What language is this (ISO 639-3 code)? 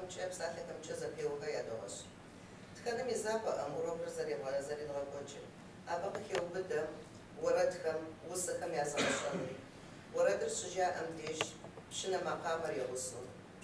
kbd